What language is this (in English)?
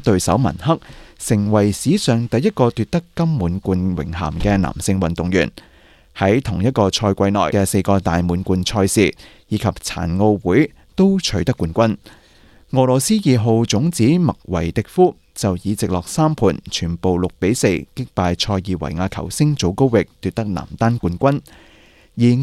Cantonese